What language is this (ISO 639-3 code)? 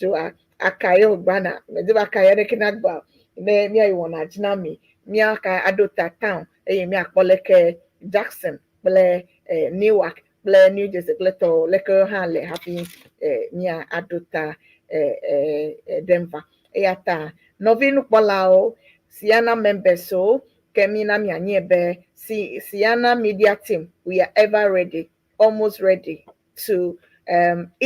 ewe